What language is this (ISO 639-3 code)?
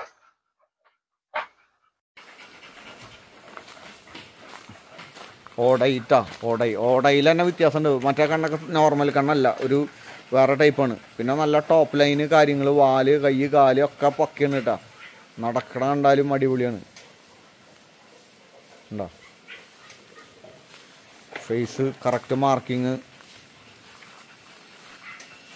mal